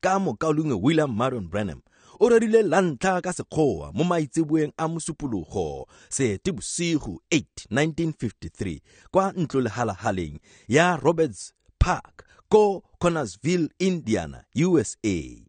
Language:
Tswana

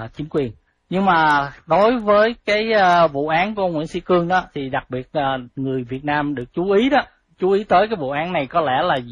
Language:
Vietnamese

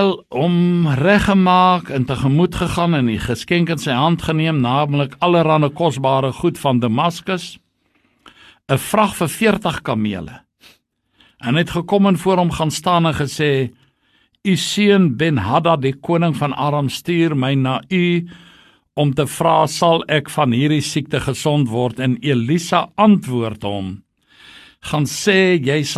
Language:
Afrikaans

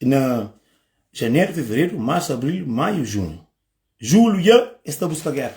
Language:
Kabuverdianu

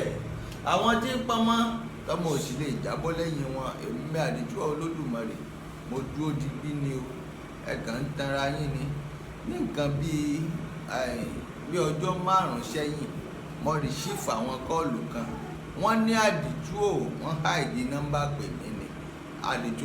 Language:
Yoruba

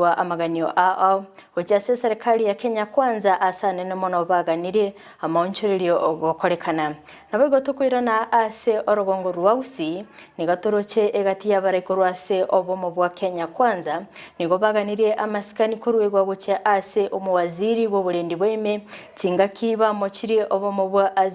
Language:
Gusii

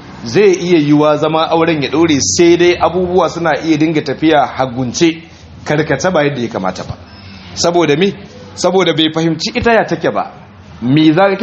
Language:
Hausa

